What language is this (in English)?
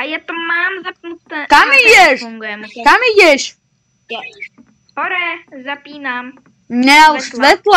Slovak